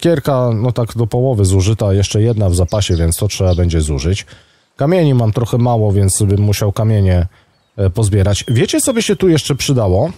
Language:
Polish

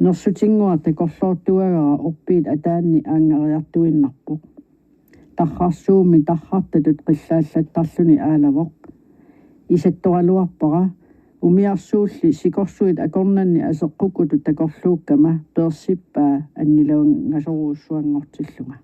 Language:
Kalaallisut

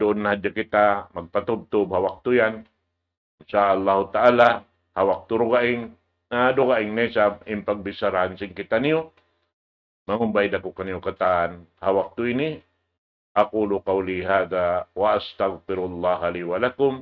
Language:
Tausug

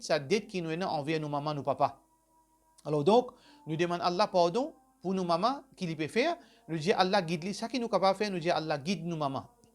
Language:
Morisyen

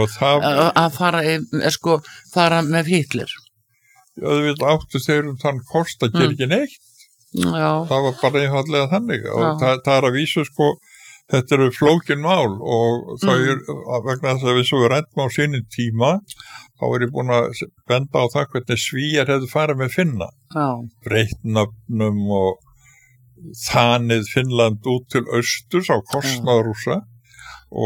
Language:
Icelandic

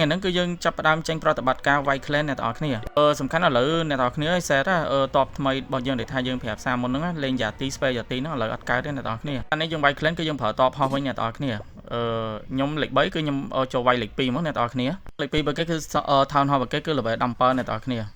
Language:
Khmer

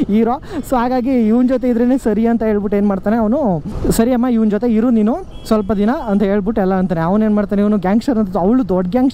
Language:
Kannada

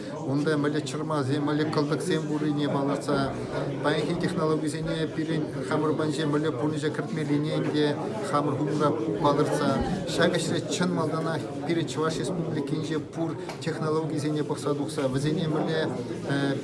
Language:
Chuvash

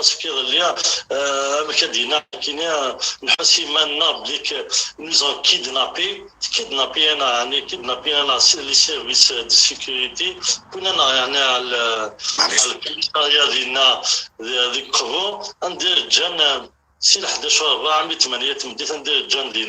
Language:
Kabyle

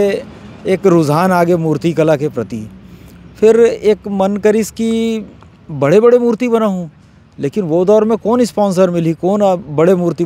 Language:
Chhattisgarhi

